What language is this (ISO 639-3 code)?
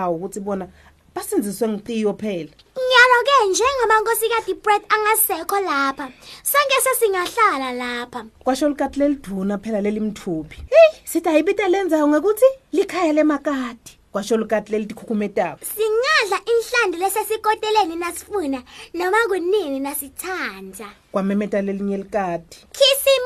ssw